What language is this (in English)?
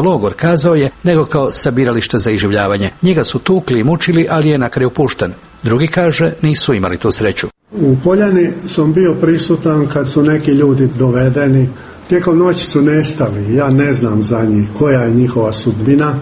Croatian